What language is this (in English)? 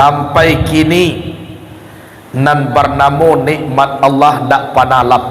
Minangkabau